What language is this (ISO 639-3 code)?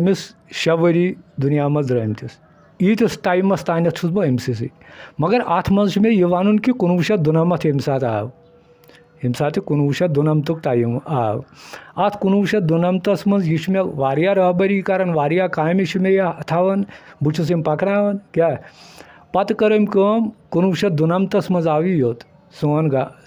kas